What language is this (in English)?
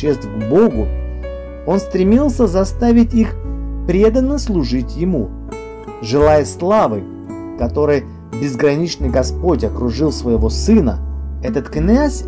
Russian